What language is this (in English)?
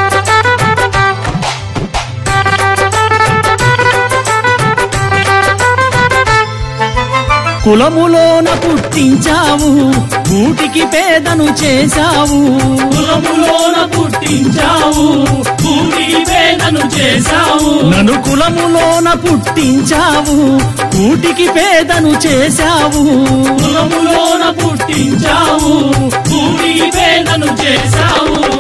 Telugu